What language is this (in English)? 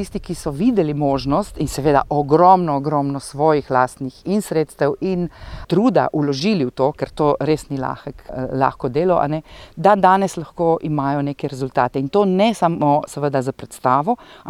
Slovenian